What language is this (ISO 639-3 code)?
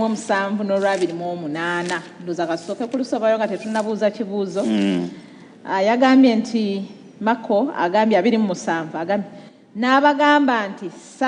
lug